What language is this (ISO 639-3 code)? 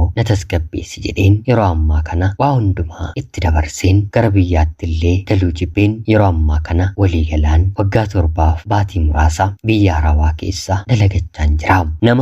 orm